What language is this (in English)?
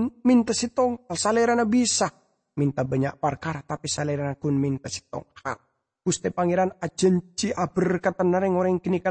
Madurese